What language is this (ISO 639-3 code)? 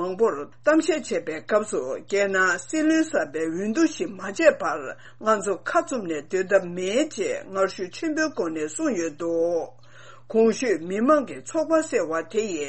bod